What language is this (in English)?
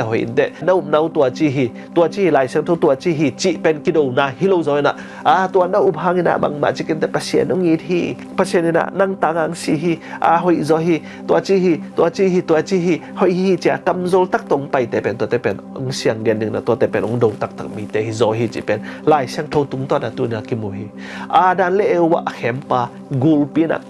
Tedim Chin